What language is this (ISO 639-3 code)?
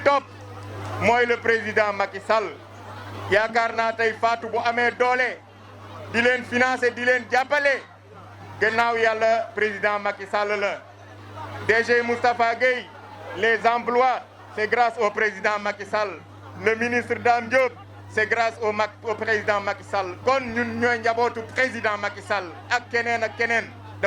wol